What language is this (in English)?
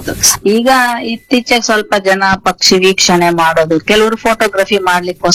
Kannada